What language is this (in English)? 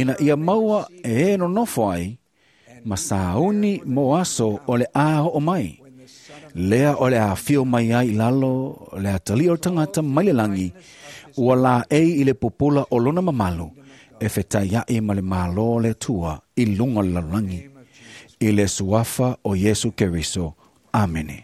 Samoan